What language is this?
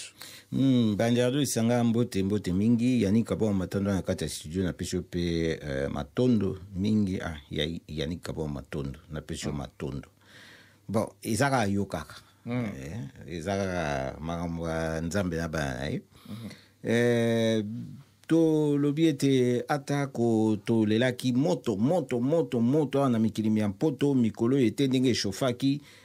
Lingala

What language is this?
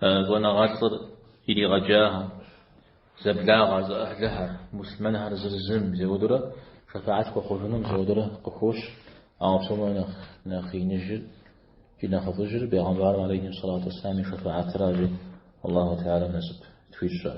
Kabardian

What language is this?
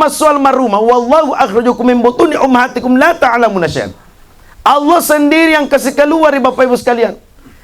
Buginese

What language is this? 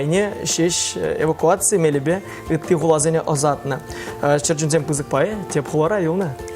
Chuvash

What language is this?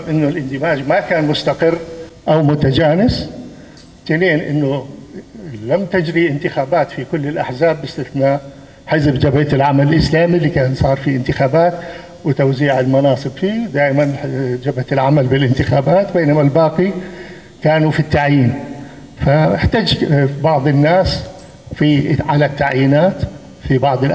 North Levantine Arabic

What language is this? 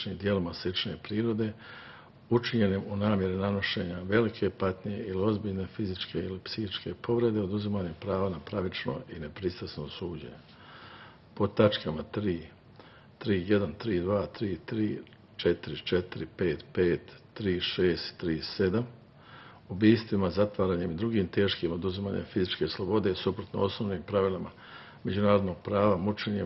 Serbian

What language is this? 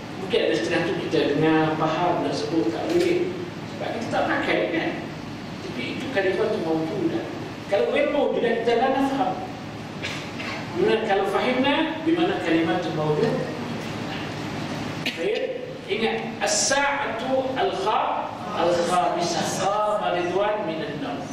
Malay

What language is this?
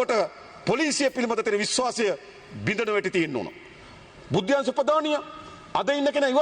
Sinhala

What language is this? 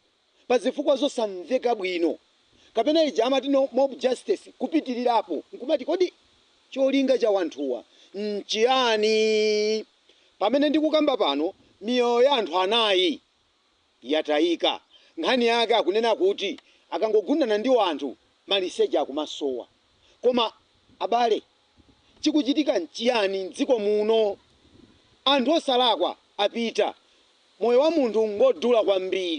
Nyanja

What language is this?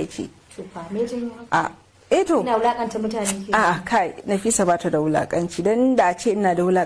Hausa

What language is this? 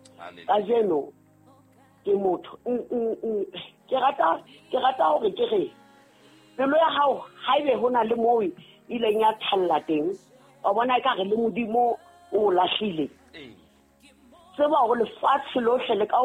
Southern Sotho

